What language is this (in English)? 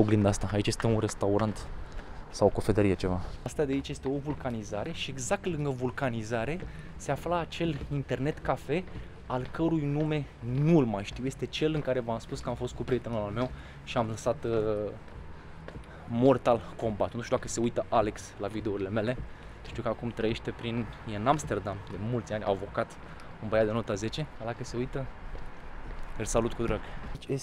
Romanian